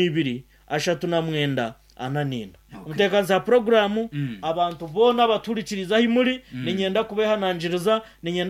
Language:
Nyankole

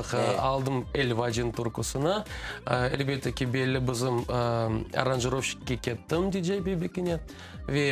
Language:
Crimean Tatar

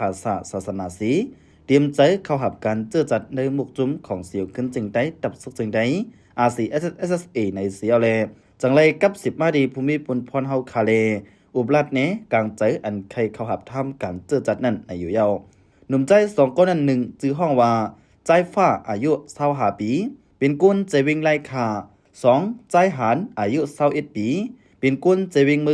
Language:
Shan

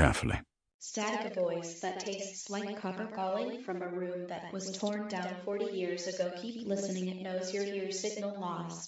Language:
English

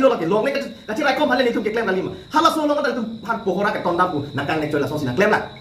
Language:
Karbi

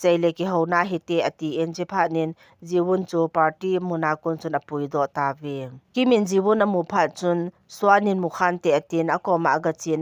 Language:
Thado Chin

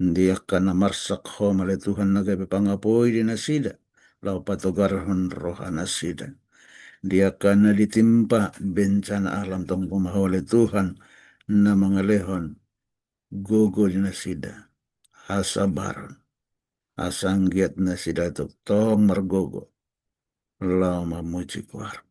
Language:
Batak Toba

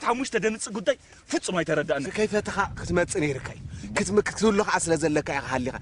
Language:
Tigrinya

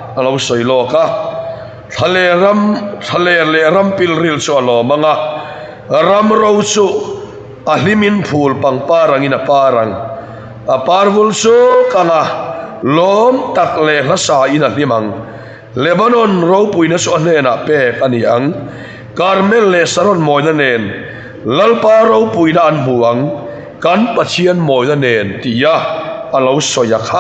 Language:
Mizo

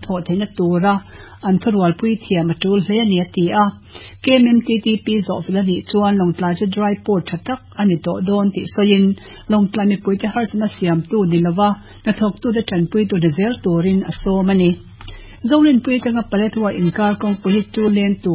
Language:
Mizo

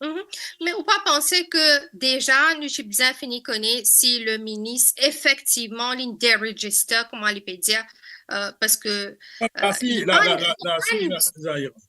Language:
Morisyen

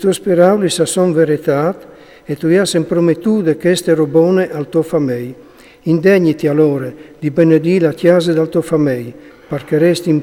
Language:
Friulian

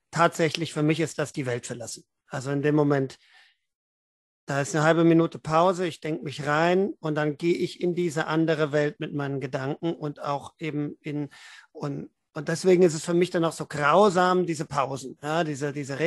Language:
German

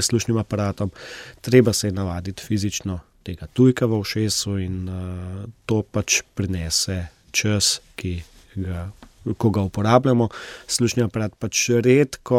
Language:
Slovenian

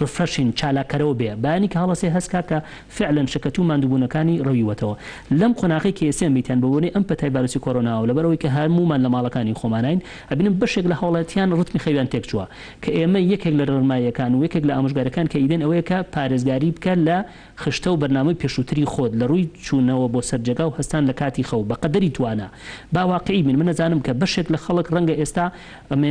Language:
Central Kurdish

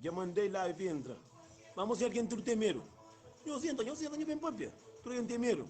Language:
Kabuverdianu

